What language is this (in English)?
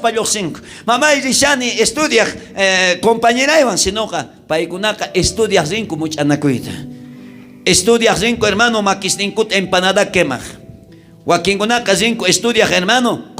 South Bolivian Quechua